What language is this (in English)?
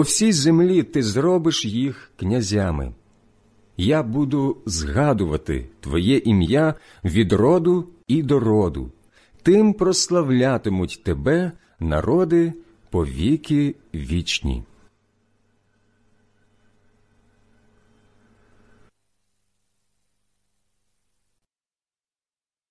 Ukrainian